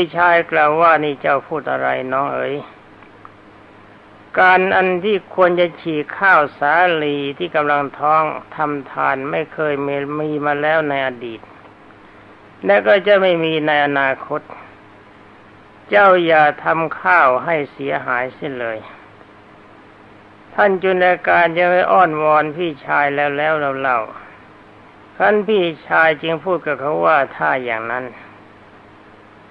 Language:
Thai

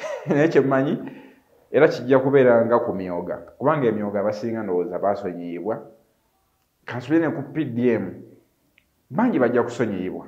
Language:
Ganda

